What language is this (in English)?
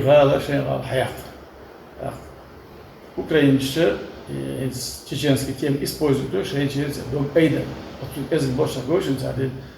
Chechen